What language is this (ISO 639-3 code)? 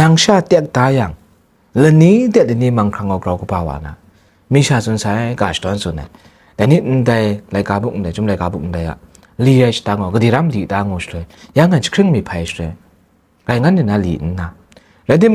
kac